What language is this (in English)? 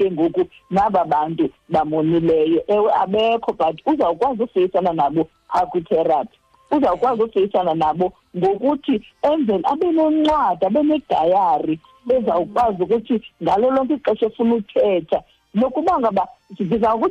Xhosa